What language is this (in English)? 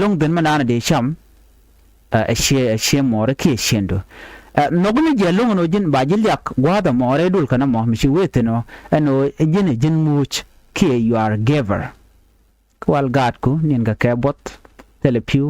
Nuer